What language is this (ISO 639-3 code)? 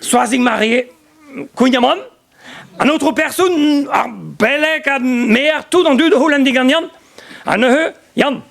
bre